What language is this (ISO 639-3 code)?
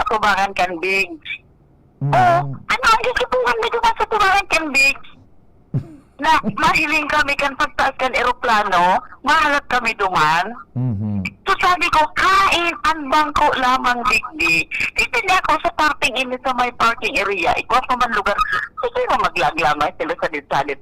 bik